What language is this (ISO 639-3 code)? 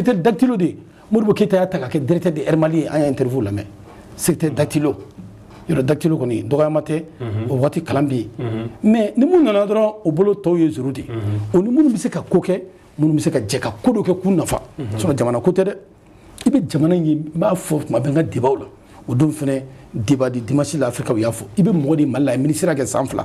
bam